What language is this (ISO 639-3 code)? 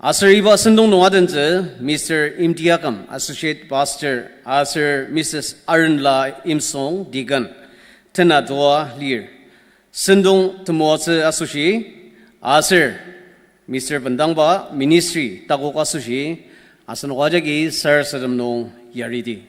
njo